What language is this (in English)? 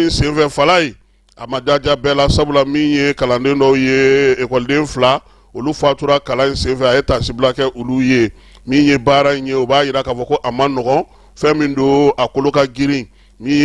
Bambara